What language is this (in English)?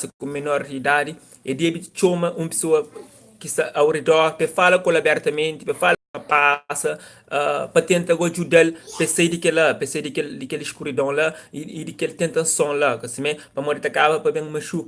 Kabuverdianu